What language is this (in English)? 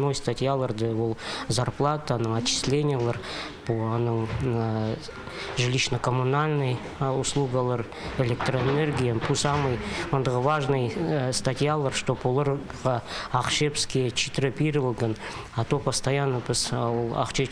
Khakas